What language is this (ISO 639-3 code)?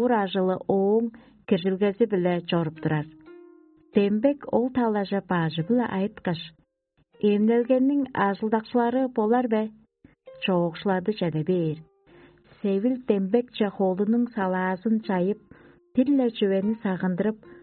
tyv